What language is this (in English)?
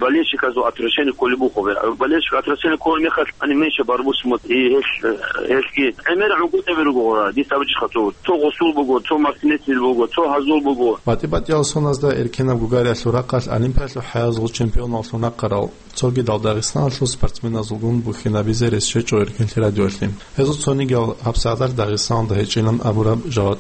Avaric